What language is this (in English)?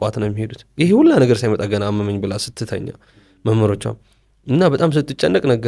Amharic